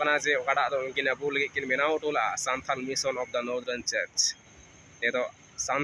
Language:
Santali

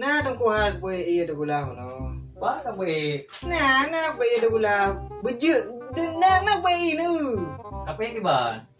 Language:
Achinese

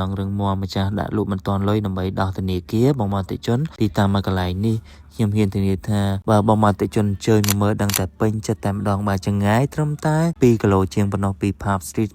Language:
Khmer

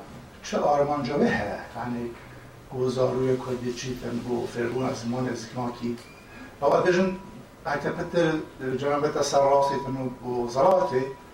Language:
Kurdish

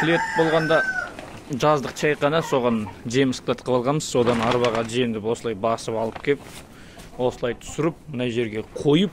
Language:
Kazakh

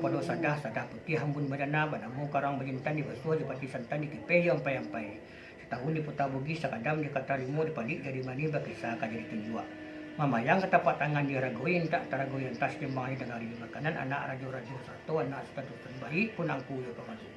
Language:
Minangkabau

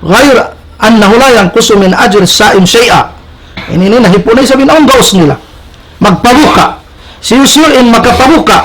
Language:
Tausug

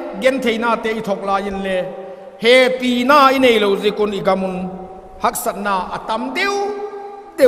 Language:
Vaiphei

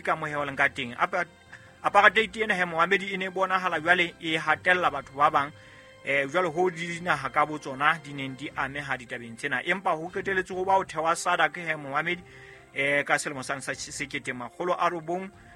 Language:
Southern Sotho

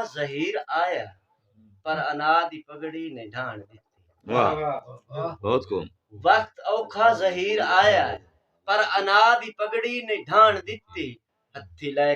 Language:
Saraiki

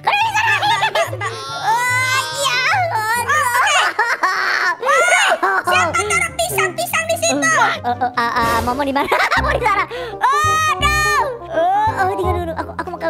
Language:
Indonesian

